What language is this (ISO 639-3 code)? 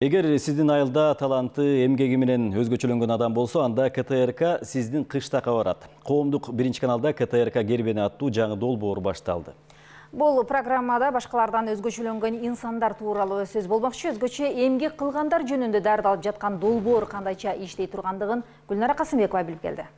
kir